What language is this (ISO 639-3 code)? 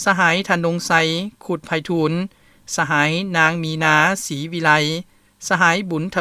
lao